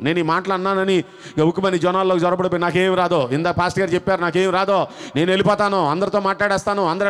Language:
Telugu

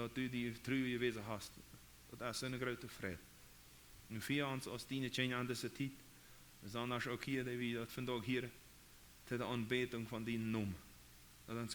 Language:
Plautdietsch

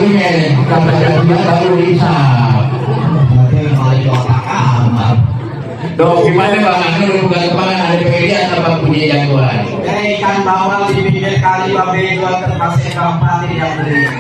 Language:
Betawi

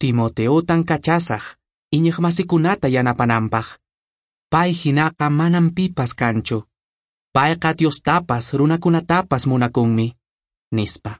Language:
Quechua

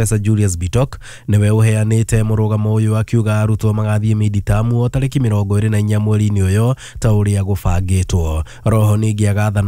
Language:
Kikuyu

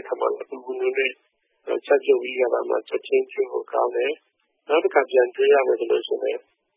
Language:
Burmese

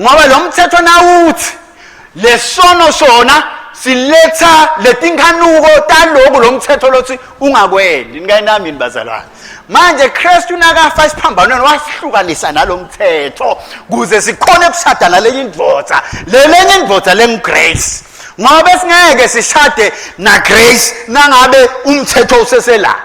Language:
Swati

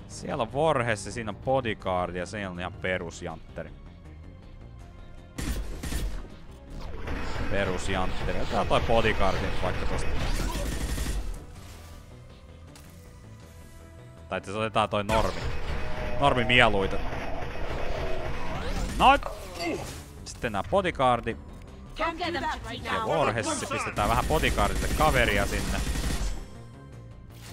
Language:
Finnish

